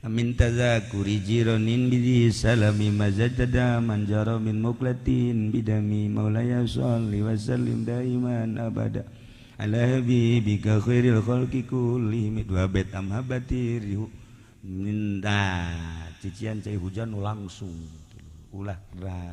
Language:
Sundanese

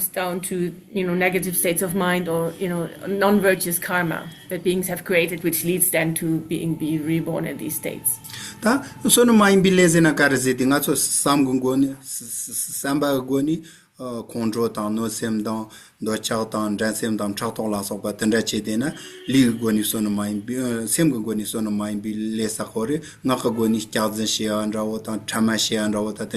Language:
Tibetan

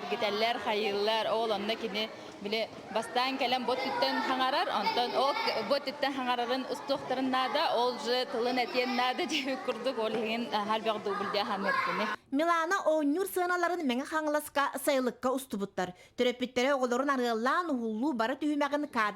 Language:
Yakut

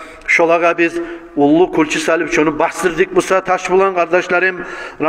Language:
Kumyk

